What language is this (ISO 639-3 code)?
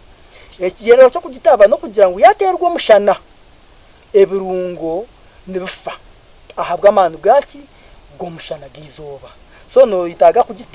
nyn